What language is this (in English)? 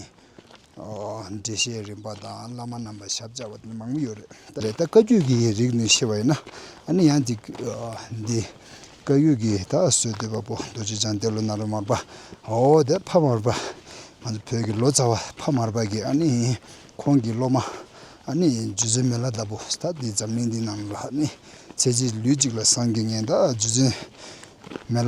Tibetan